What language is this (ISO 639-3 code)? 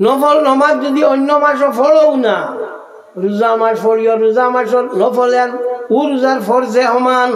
syl